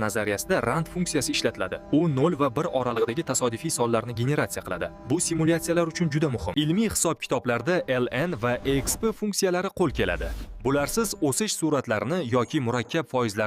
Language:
Uzbek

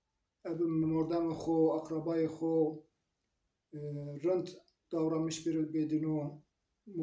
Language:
Zaza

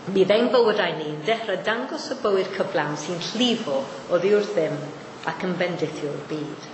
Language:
Welsh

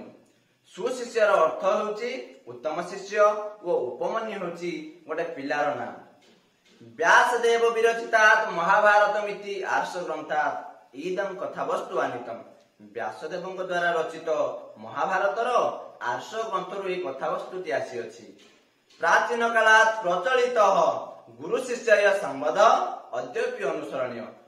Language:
Odia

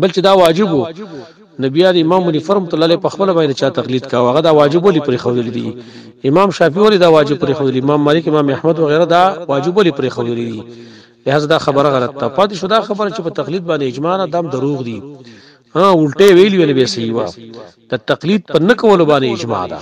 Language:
Pashto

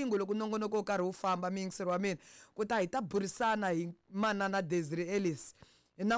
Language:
Tsonga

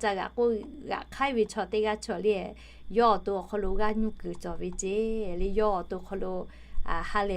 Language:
Lahu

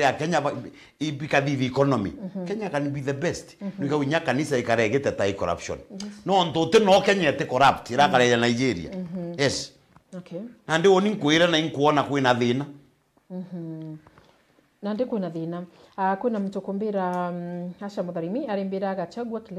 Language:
Meru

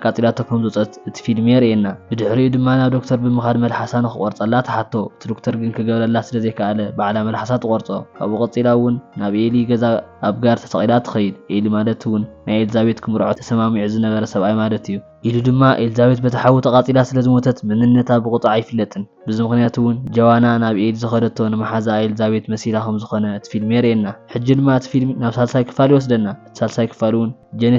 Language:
Tigrinya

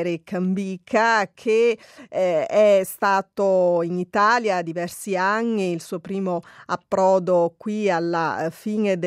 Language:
Italian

